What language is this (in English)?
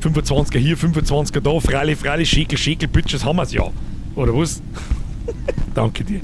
Bavarian